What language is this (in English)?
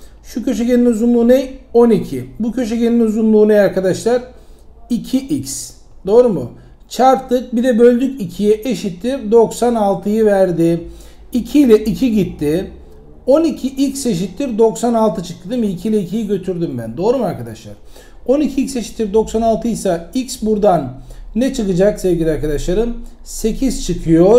Turkish